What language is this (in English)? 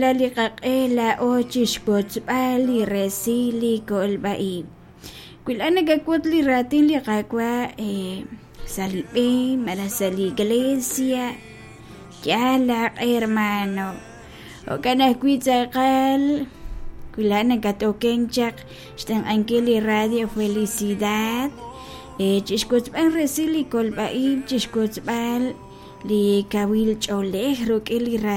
Kekchí